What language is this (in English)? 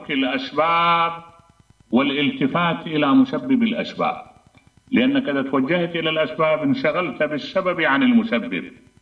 Mesopotamian Arabic